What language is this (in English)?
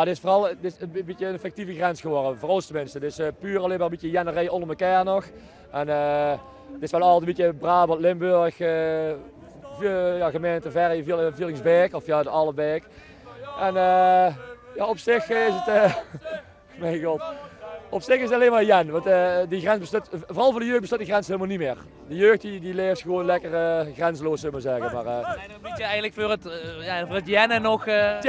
Limburgish